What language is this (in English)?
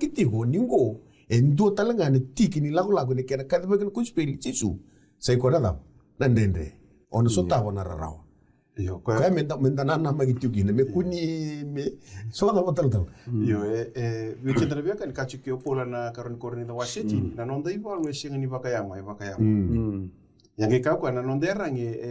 Fijian